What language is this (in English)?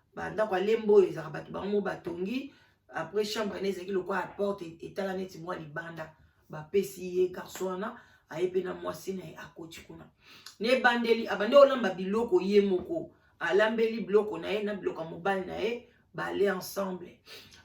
Lingala